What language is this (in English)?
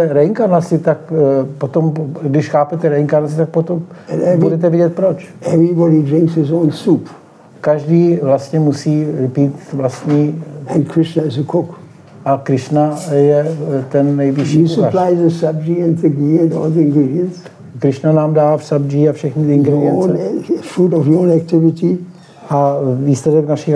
Czech